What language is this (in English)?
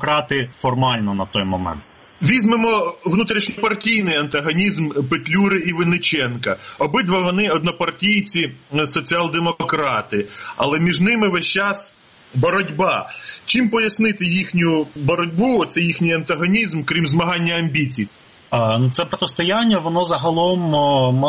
Ukrainian